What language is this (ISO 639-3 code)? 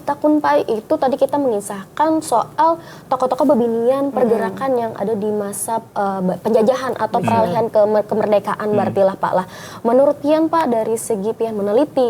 bjn